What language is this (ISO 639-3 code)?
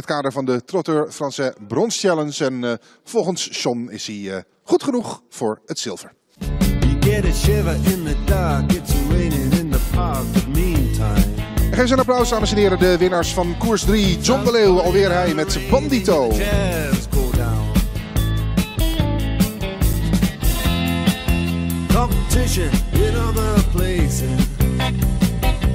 nld